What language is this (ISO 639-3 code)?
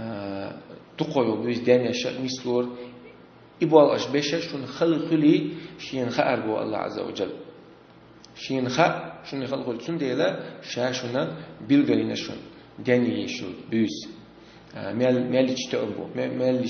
che